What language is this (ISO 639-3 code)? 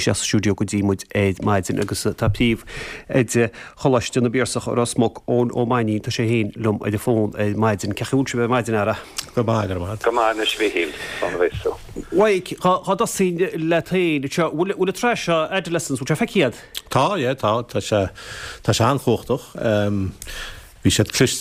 gle